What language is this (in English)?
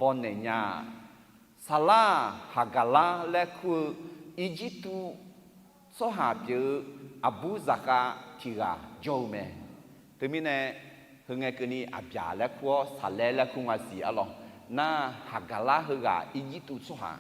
Akha